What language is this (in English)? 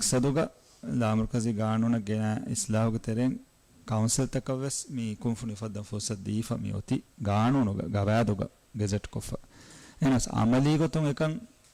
Divehi